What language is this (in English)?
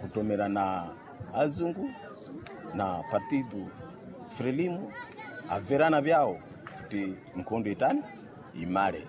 Sena